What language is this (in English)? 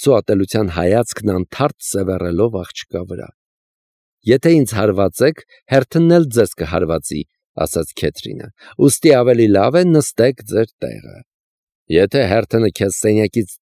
Armenian